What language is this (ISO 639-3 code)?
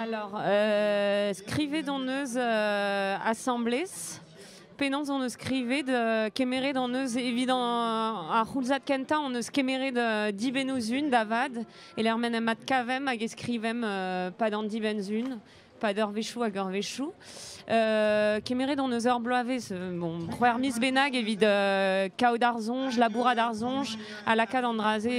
bre